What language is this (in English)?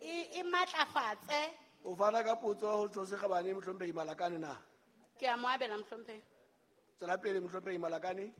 Southern Sotho